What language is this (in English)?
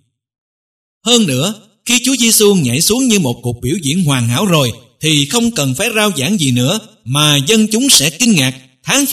Vietnamese